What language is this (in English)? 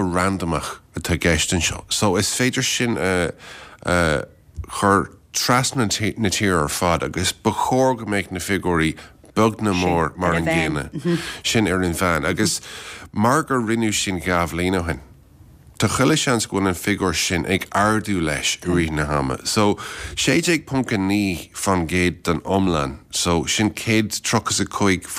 Irish